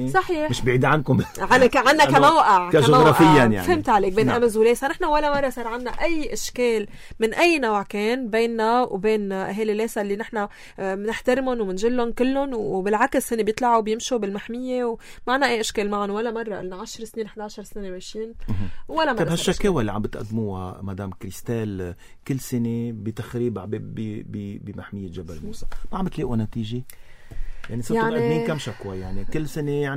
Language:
North Levantine Arabic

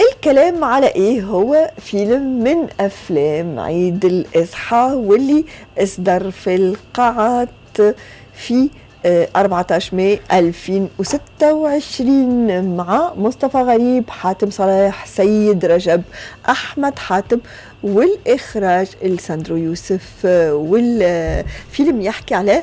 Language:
Tunisian Arabic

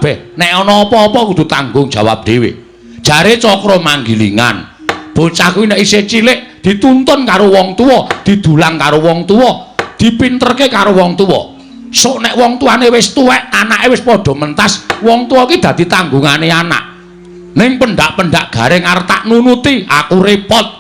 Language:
Javanese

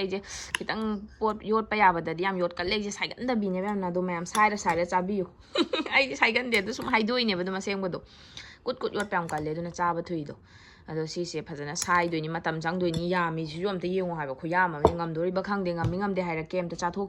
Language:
Manipuri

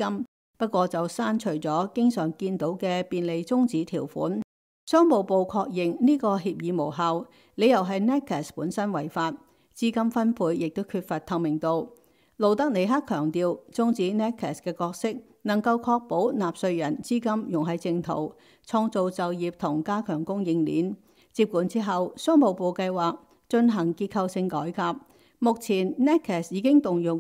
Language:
Cantonese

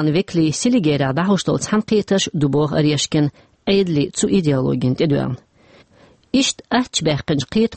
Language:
Chechen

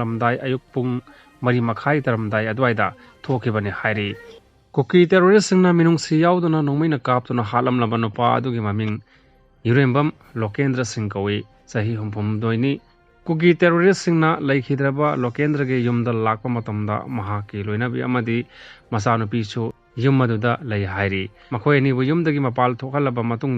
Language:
Manipuri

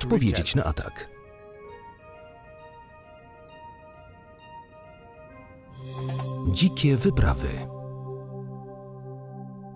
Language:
Polish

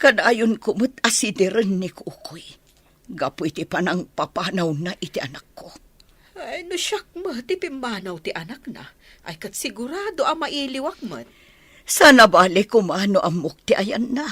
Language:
Iloko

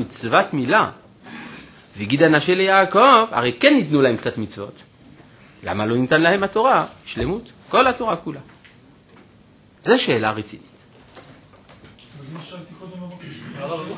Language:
Hebrew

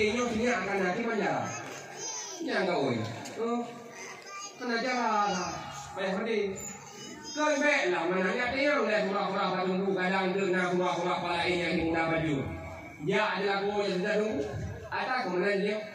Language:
Achinese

